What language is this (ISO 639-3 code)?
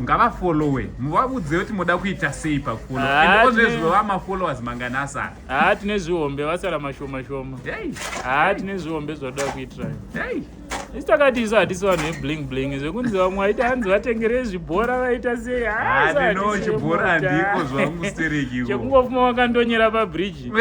sna